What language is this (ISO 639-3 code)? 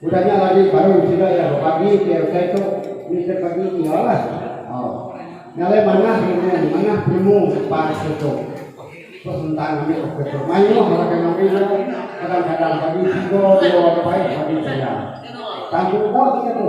iba